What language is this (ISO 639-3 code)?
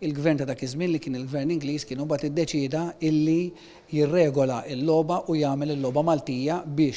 mlt